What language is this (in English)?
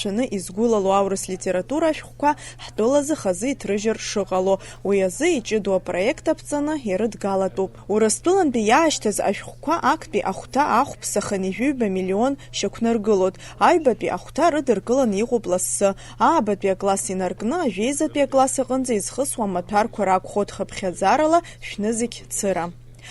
Abkhazian